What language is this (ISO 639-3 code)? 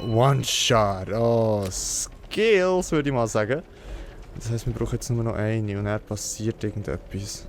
gsw